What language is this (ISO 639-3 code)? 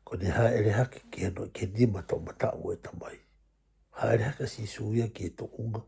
ton